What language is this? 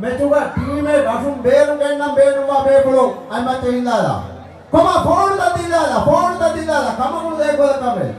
Divehi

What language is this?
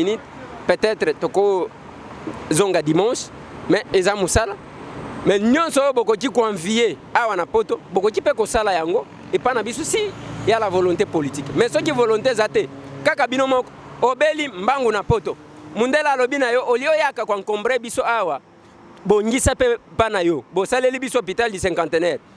Lingala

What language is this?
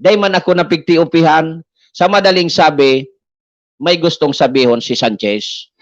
Bikol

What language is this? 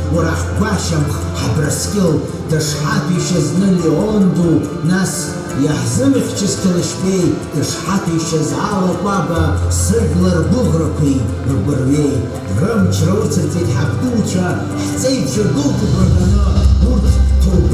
Abkhazian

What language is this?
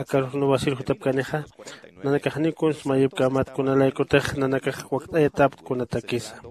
Aymara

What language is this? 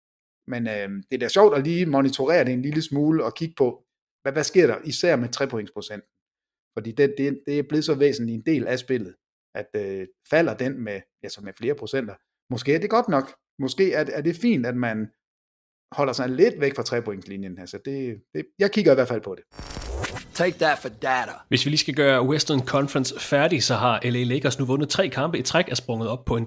Danish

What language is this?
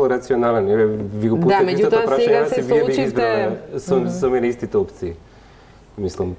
Macedonian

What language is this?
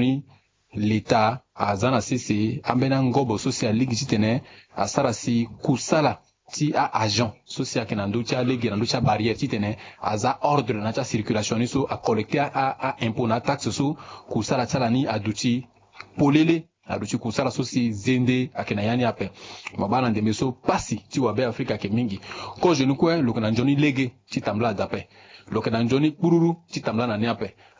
Sango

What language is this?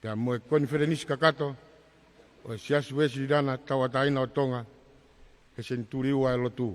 Tongan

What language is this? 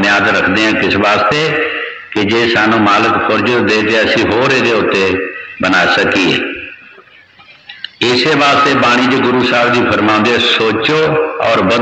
Punjabi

